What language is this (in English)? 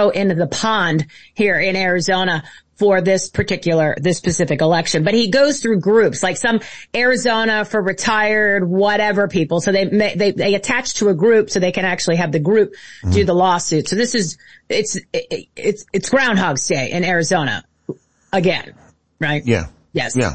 English